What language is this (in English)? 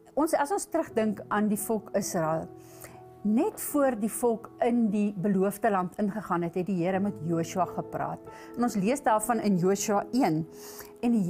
Afrikaans